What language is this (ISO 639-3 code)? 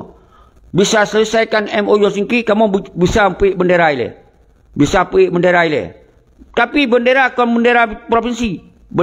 ace